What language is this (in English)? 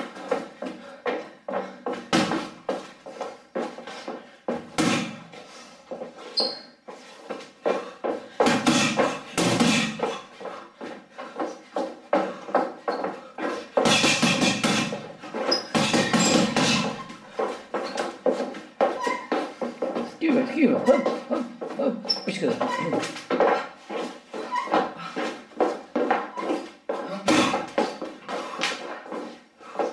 Romanian